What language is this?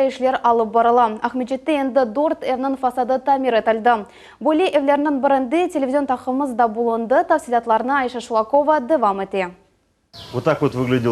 Crimean Tatar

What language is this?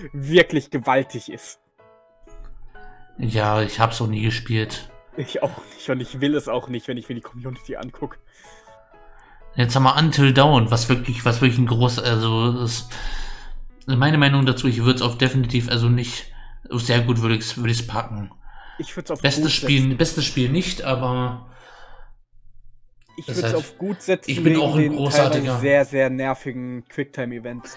German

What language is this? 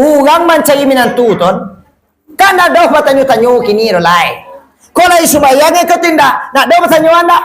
Minangkabau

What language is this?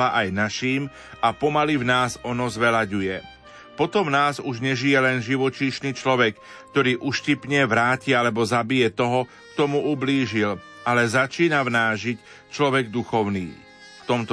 Slovak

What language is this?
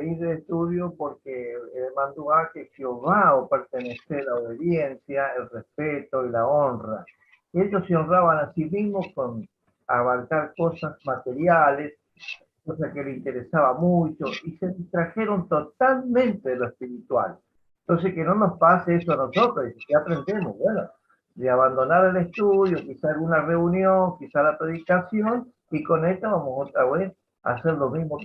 Guarani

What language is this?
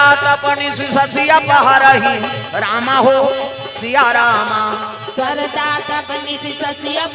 Chhattisgarhi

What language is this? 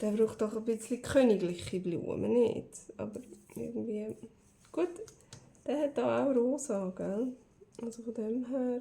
Swiss German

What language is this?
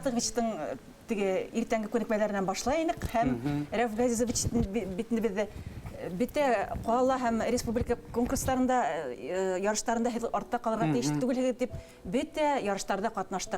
Bashkir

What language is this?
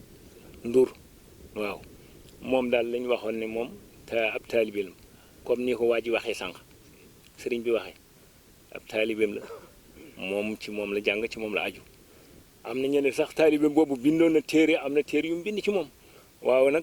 Wolof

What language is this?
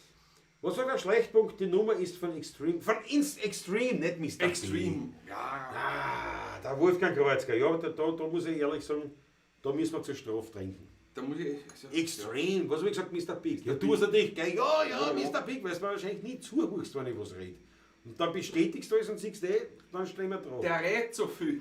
Bavarian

